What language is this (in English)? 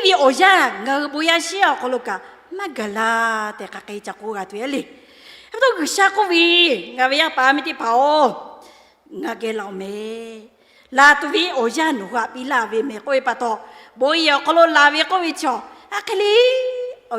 Lahu